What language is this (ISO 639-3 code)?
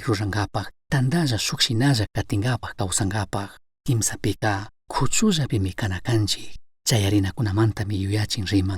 qug